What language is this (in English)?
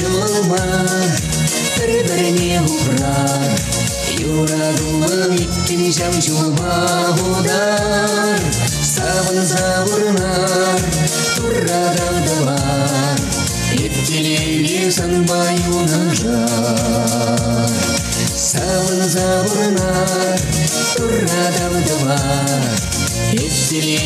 Chuvash